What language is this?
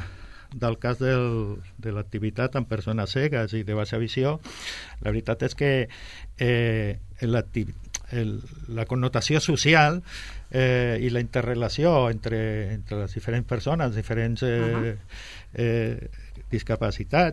Catalan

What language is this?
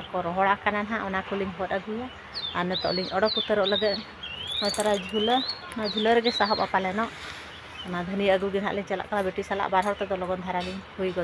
Santali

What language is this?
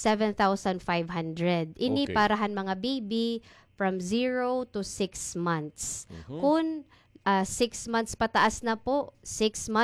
Waray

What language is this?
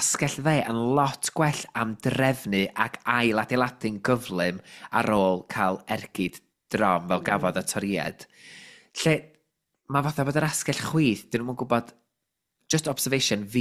Welsh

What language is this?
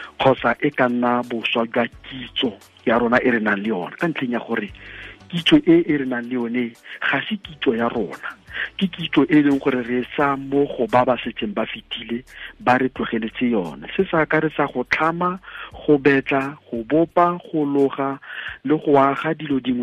Tswana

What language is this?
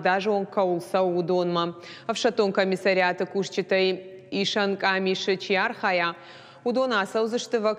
Ossetic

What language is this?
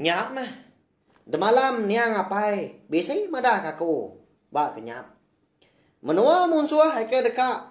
Iban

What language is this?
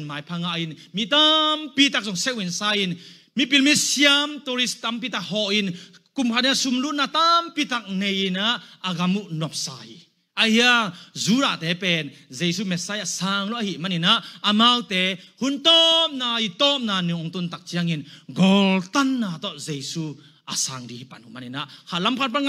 Tedim Chin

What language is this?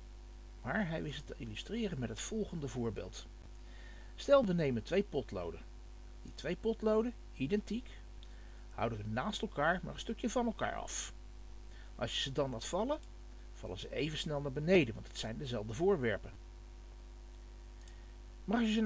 Dutch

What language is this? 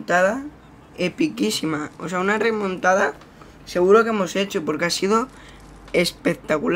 Spanish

